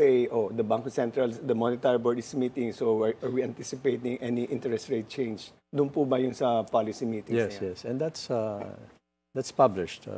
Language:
Filipino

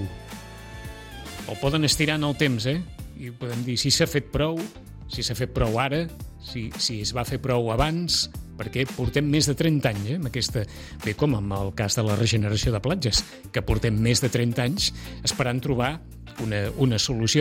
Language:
Catalan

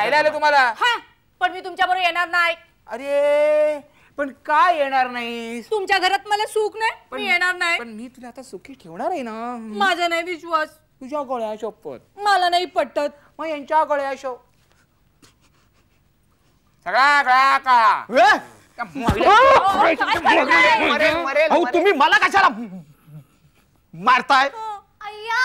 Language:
Marathi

